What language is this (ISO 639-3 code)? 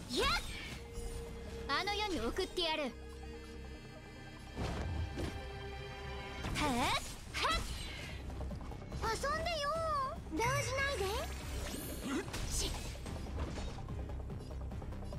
jpn